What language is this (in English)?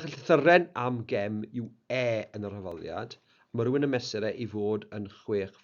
Welsh